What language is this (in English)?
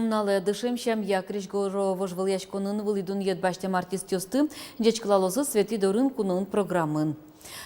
Udmurt